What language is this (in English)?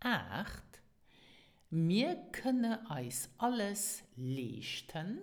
Luxembourgish